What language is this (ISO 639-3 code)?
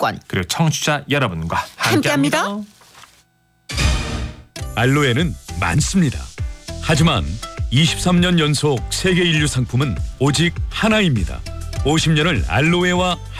kor